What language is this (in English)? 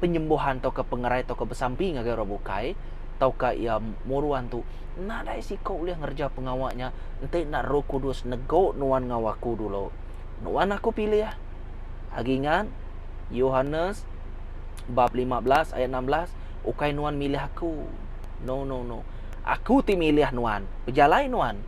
Iban